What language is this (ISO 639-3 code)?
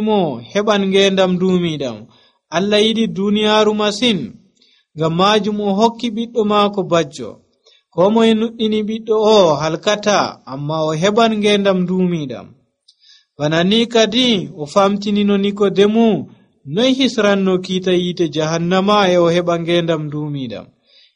fuv